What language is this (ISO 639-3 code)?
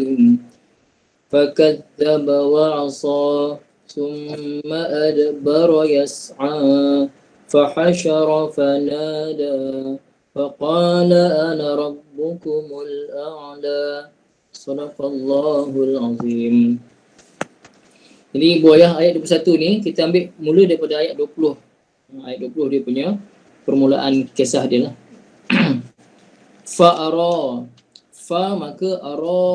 msa